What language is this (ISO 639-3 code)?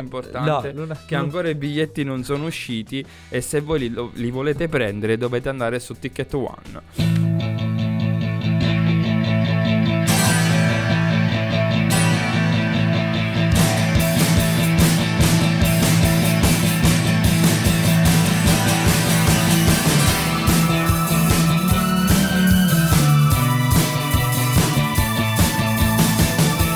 ita